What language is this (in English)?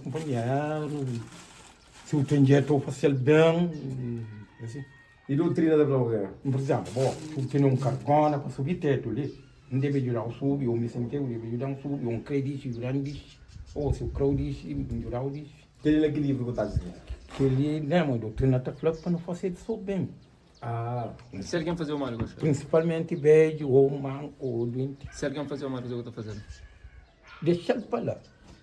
Kabuverdianu